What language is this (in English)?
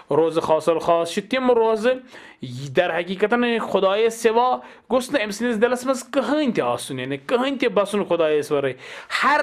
Kashmiri